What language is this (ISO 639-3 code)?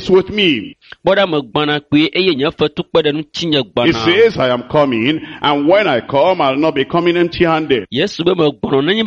ewe